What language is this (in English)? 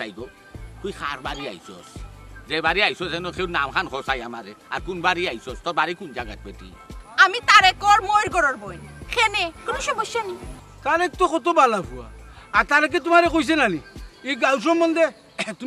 Sylheti